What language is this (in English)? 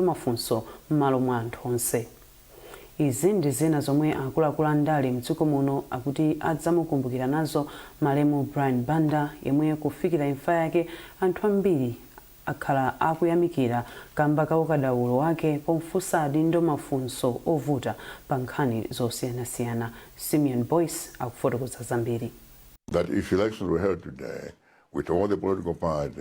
Nyanja